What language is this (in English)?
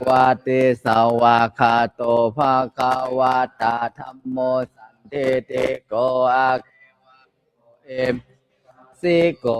Pali